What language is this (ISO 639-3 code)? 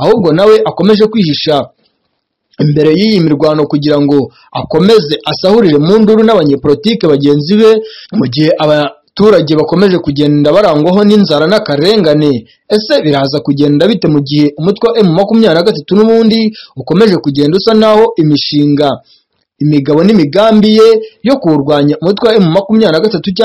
kin